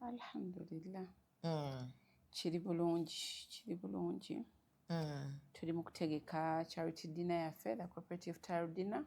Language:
Ganda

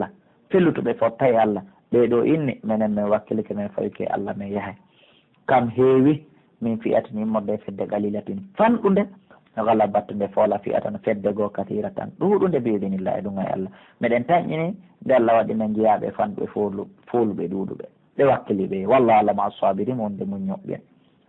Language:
Pular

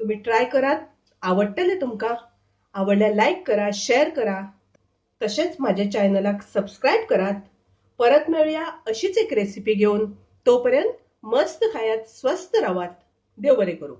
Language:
Konkani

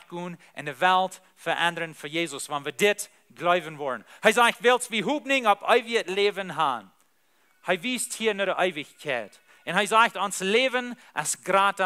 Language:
Plautdietsch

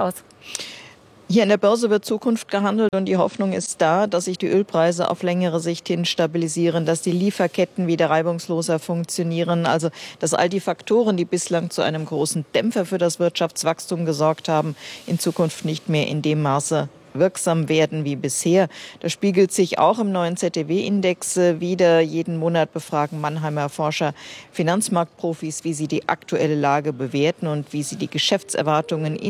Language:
German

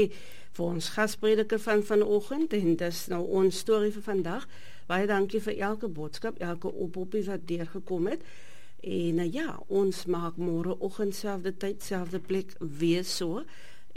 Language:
Afrikaans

